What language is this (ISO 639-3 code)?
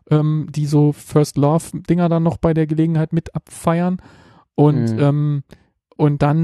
deu